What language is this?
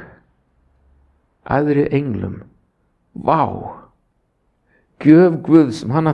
Icelandic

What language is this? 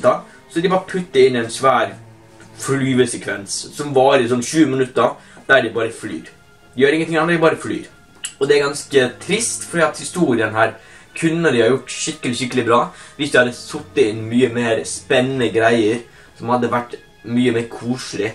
Norwegian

